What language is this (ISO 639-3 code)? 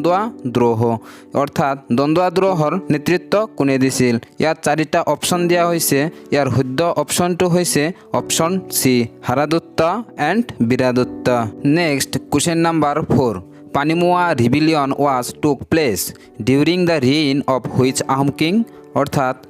asm